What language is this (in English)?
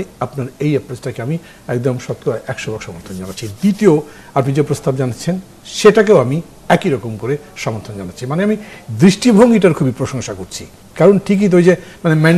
Bangla